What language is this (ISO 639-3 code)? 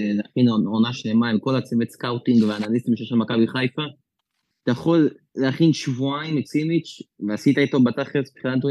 heb